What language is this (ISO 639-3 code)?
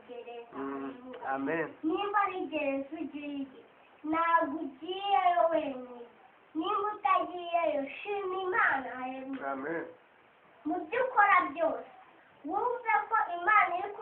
kin